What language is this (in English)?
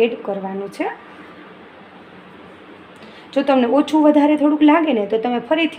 Gujarati